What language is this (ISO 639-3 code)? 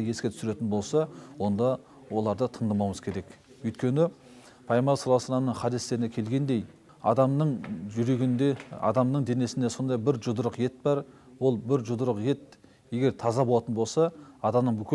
kaz